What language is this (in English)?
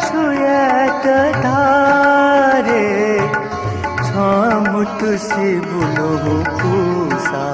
Newari